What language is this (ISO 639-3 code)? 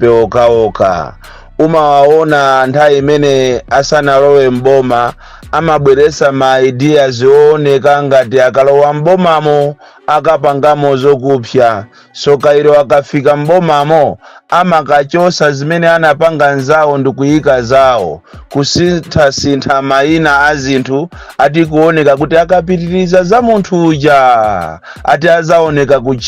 nya